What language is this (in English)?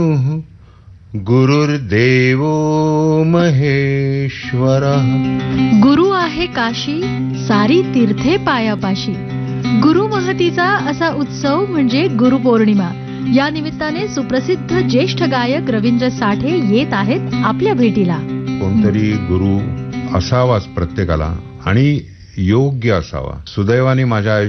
Marathi